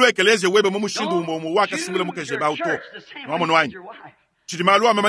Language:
Luba-Lulua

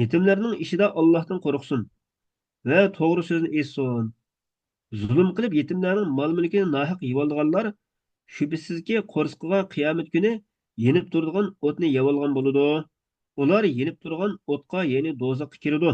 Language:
Uyghur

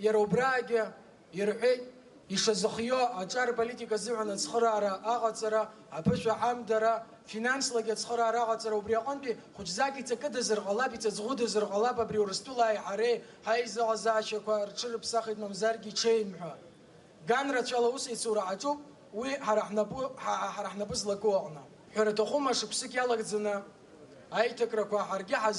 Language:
Abkhazian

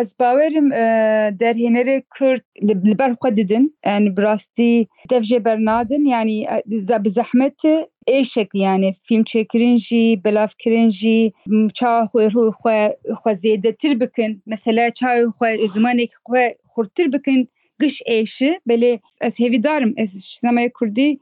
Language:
Kurdish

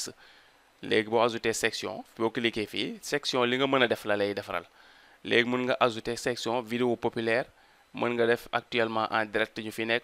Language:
Wolof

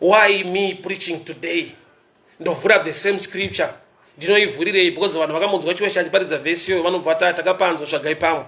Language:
Shona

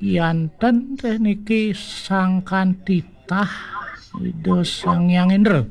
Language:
Balinese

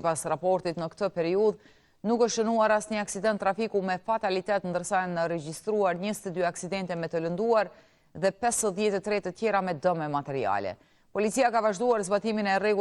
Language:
Albanian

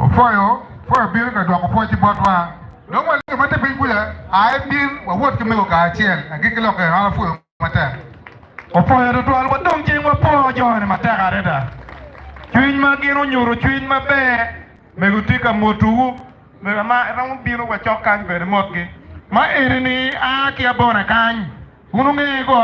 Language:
Acoli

